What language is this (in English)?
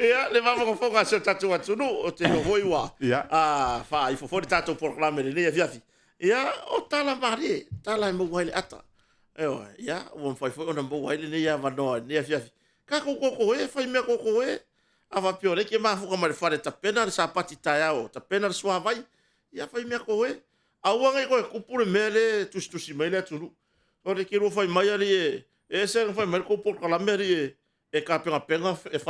Samoan